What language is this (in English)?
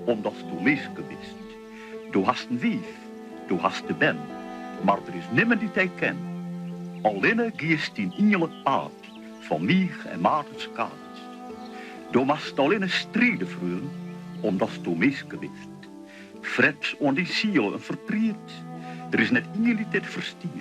Western Frisian